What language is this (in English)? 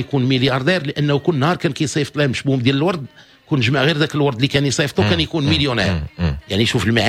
Moroccan Arabic